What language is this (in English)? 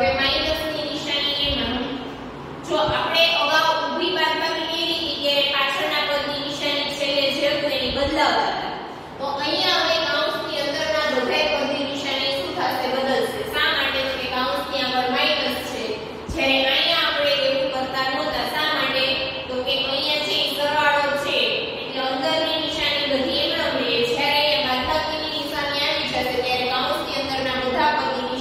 Gujarati